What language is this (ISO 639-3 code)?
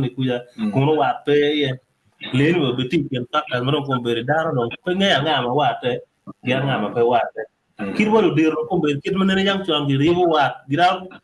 ach